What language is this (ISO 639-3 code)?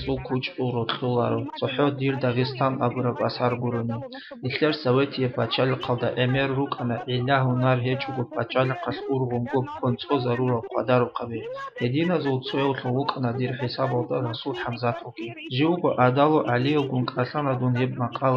ava